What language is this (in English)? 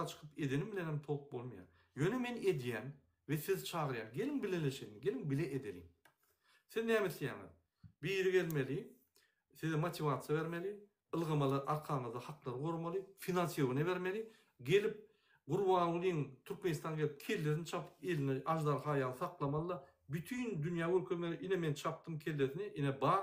Turkmen